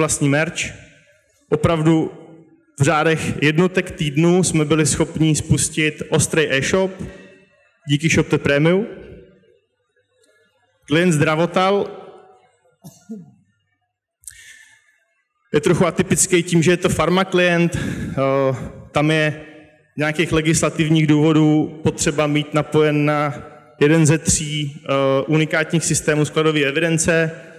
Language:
Czech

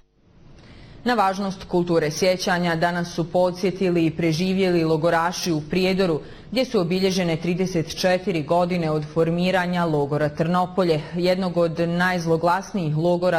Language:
Bosnian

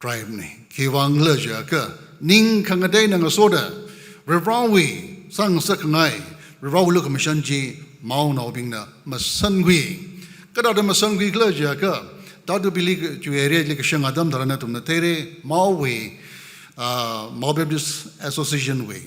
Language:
Tangkhul Naga (India)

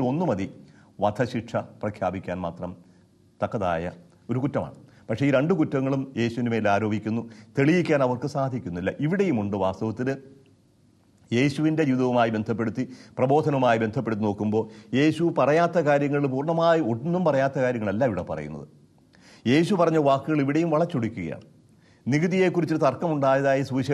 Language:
Malayalam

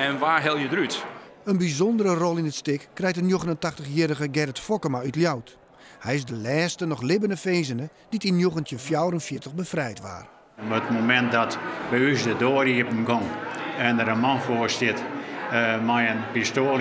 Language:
Western Frisian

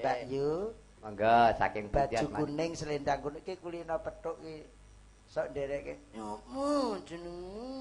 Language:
Javanese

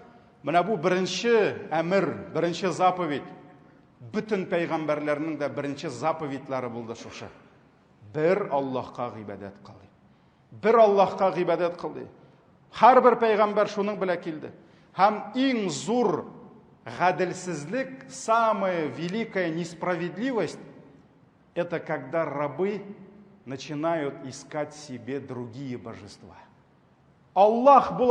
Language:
Tatar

